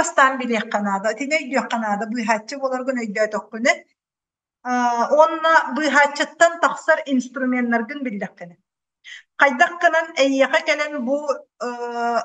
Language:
Yakut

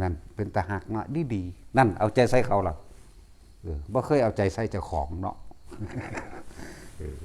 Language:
Lao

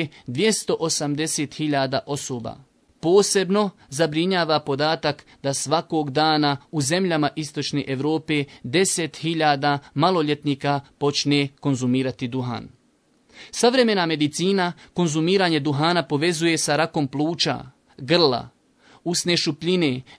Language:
Bosnian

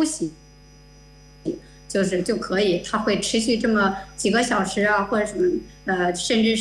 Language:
Chinese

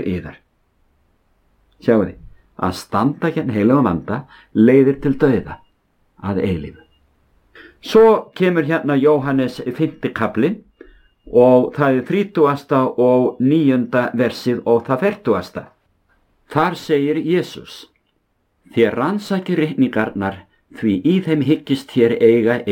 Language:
Icelandic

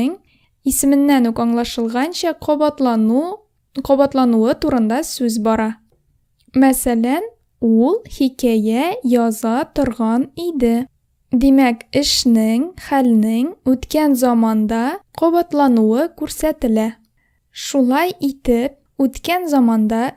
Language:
Tatar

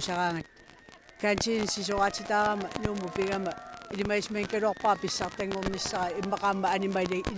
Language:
Kalaallisut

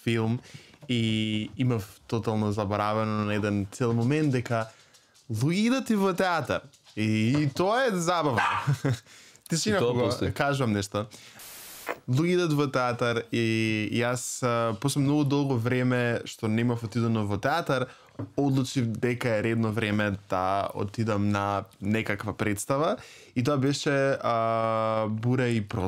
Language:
Macedonian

